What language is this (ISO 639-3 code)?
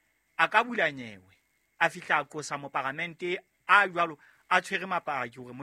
sot